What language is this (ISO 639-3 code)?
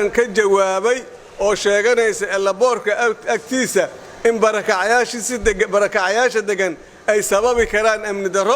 som